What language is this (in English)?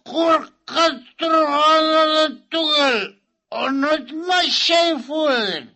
Tatar